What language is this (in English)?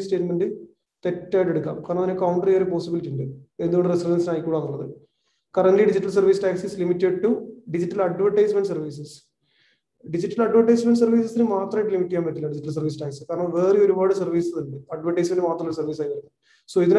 Malayalam